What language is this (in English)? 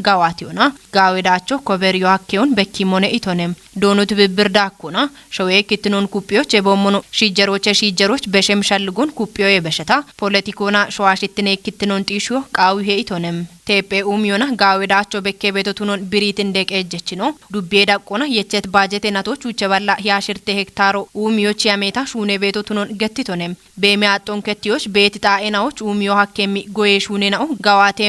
Kafa